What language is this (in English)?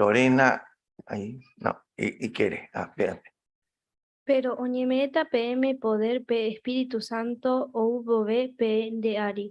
Guarani